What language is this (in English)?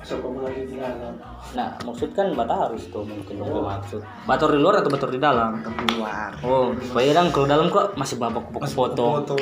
Manado Malay